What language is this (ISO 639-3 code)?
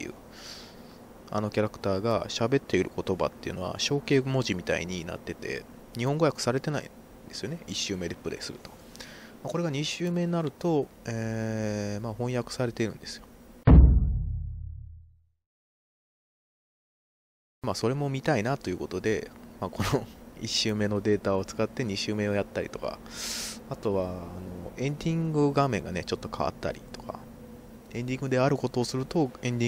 jpn